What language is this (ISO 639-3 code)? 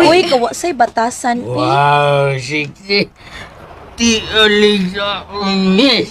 ceb